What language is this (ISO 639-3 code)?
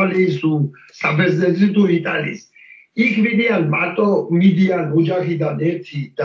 kat